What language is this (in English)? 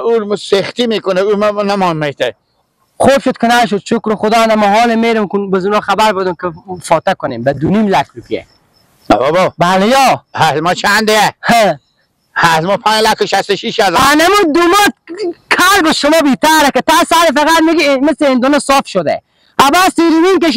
Persian